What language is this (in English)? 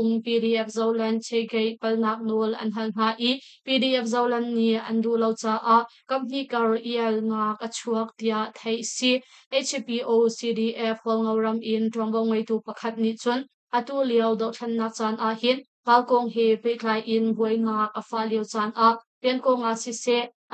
Hakha Chin